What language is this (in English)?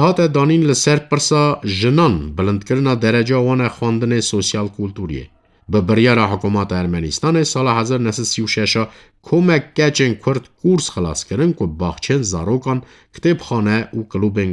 Kurdish